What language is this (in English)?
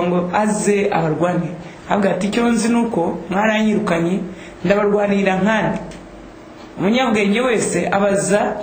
Kinyarwanda